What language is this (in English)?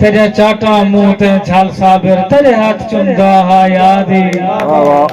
Saraiki